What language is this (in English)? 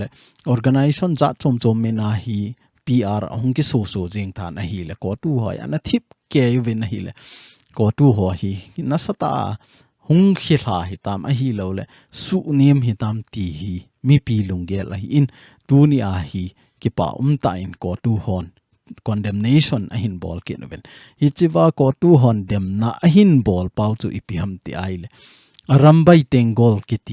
Thado Chin